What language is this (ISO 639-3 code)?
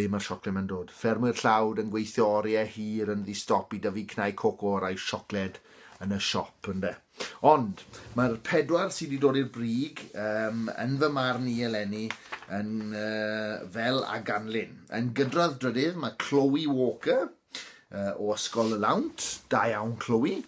cym